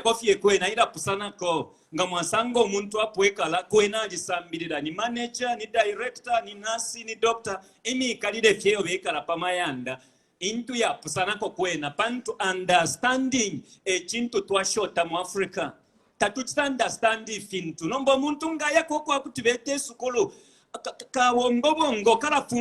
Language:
Bemba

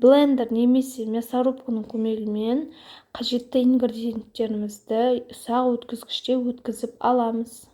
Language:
Kazakh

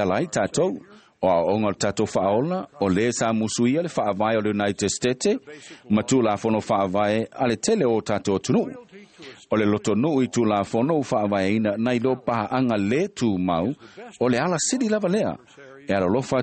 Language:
Samoan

